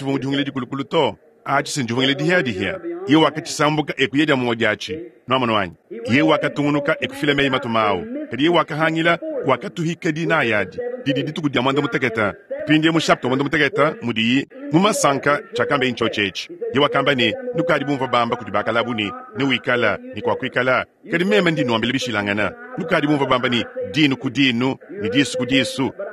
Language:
Luba-Lulua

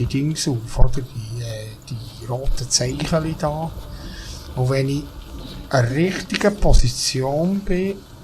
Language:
Swiss German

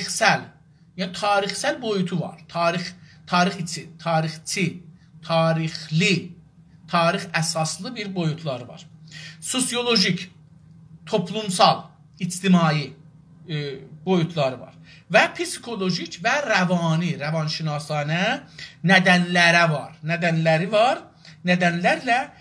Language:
South Azerbaijani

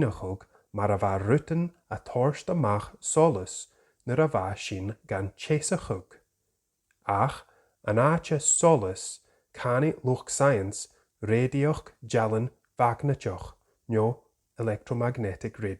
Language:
Scottish Gaelic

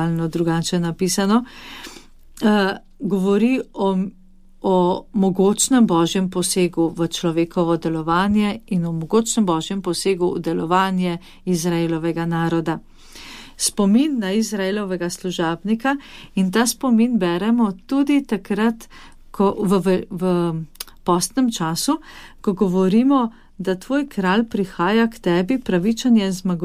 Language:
Slovenian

